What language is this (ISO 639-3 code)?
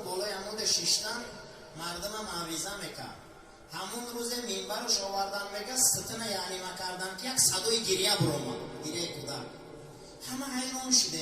tgk